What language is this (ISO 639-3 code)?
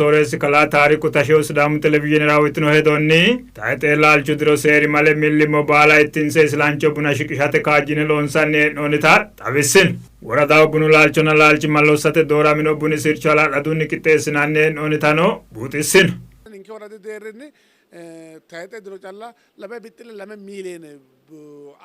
sid